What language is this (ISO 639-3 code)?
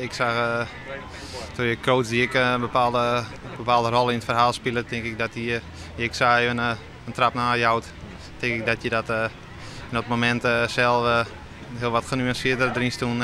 fry